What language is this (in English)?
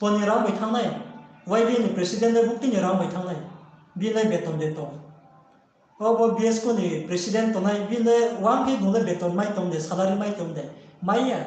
Riang (India)